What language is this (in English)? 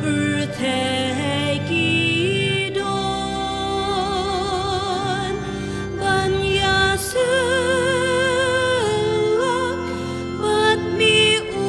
Khasi